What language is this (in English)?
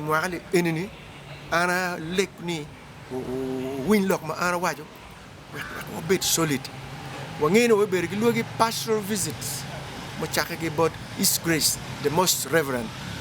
Acoli